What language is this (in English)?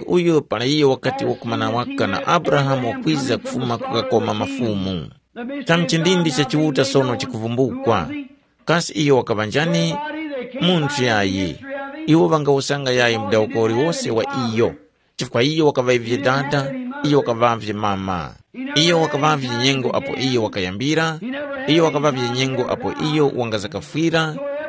Tumbuka